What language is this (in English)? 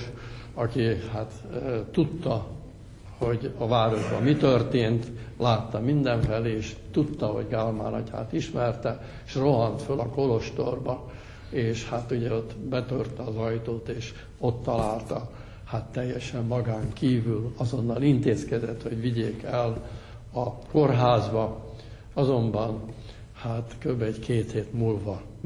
Hungarian